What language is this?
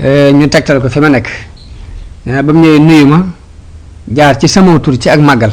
Wolof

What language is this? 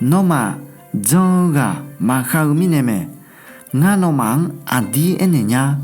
Akha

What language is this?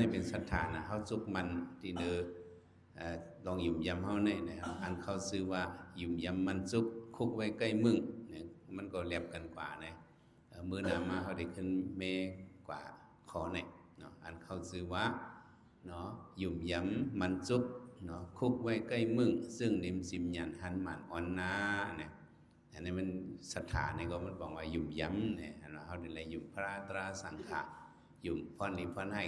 Shan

